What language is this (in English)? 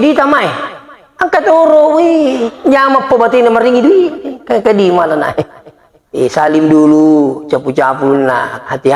Buginese